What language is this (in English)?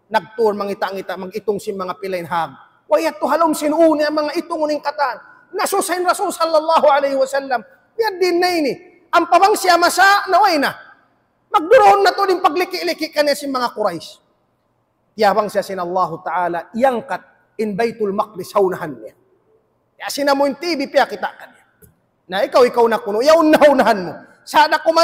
Tausug